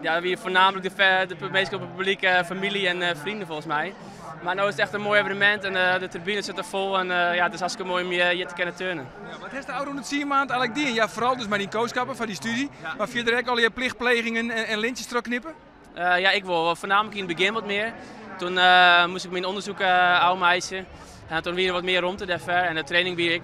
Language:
Western Frisian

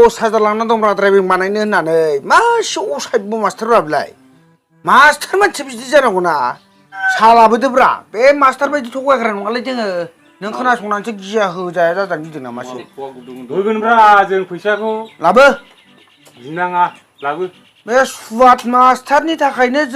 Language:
Bodo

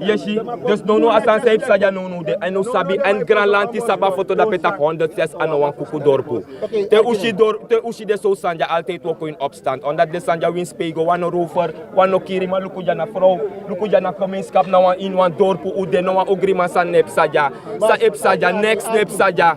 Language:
Sranan Tongo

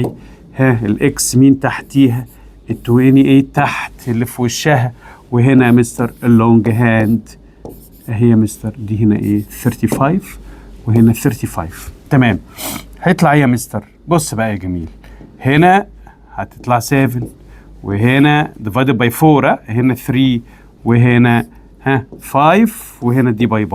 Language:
Egyptian Arabic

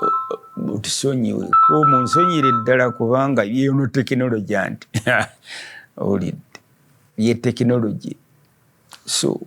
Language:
Ganda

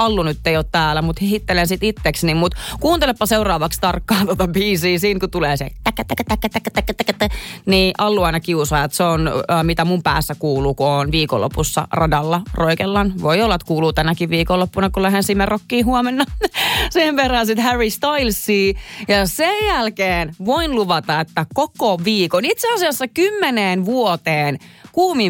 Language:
Finnish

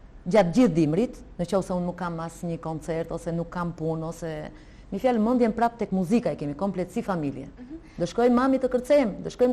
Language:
Albanian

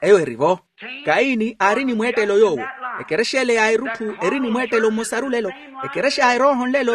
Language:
Makhuwa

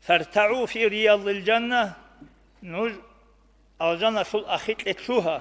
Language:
Avaric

